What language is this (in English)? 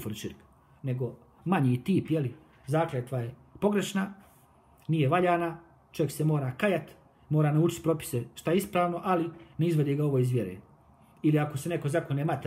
Bosnian